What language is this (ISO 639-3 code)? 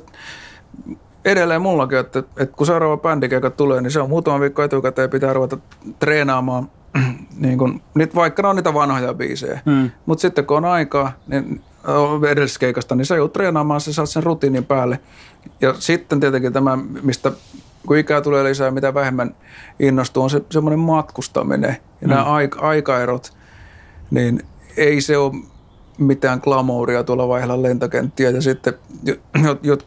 fin